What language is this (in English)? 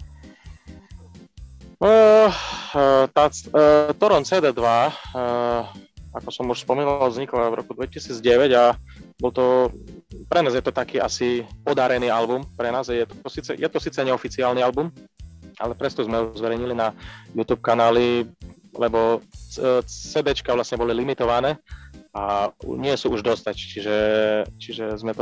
Slovak